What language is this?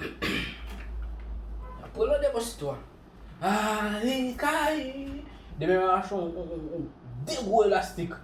Haitian Creole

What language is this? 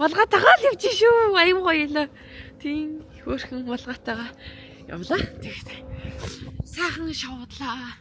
Mongolian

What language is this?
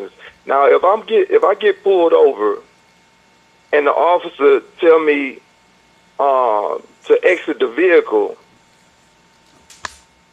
English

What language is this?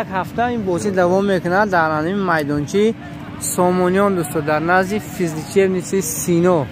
Tajik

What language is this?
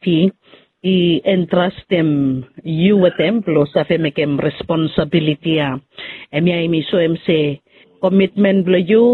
Bislama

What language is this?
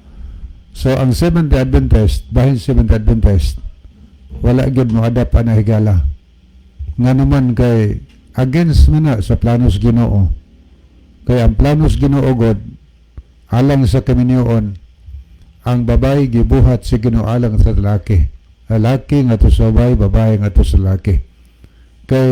Cebuano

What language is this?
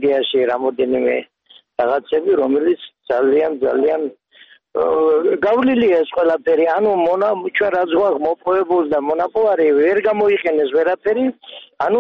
Georgian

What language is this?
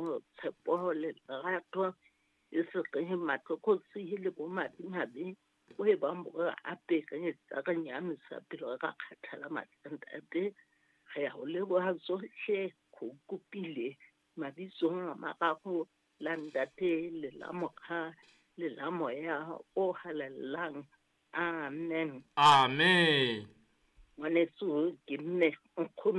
Southern Sotho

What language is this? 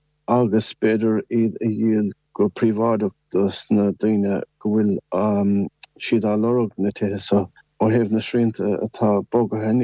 Irish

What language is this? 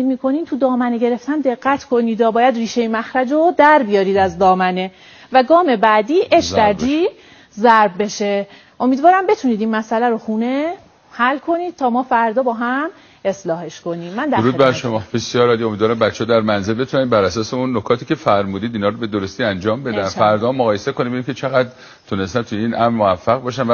Persian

